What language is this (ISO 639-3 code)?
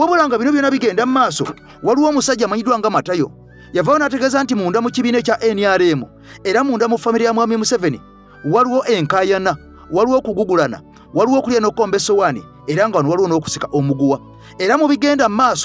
lug